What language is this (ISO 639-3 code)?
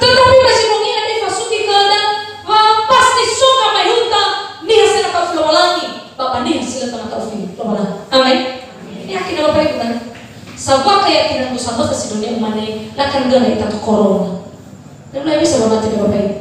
nia